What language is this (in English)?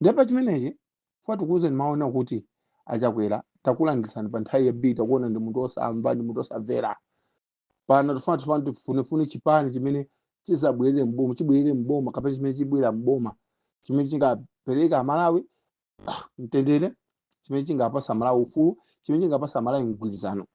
Nyanja